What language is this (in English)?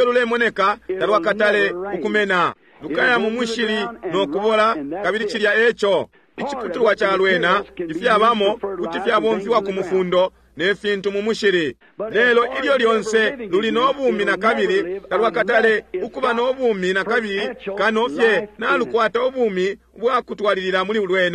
Bemba